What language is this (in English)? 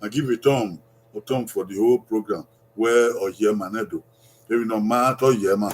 Bini